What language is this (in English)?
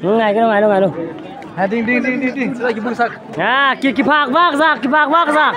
Paite Chin